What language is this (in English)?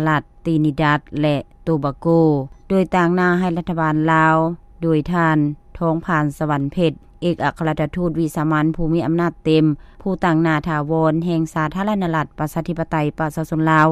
Lao